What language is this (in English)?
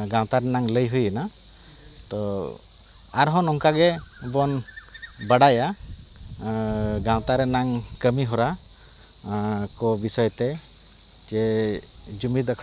Santali